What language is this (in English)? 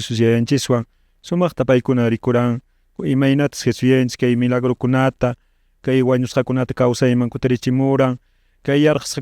Quechua